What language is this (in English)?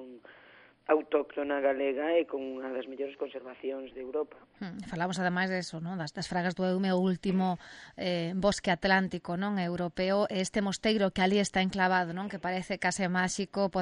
Galician